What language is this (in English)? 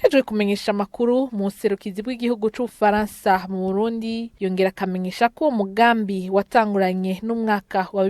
Rundi